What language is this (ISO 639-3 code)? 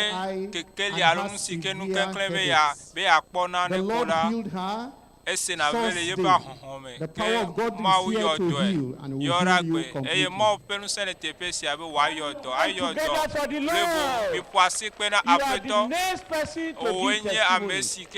ewe